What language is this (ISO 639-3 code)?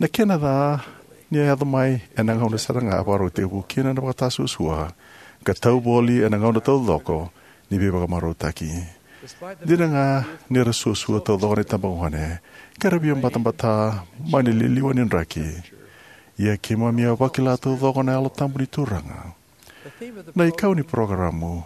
fij